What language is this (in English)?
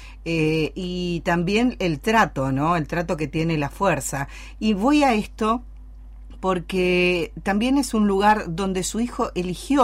Spanish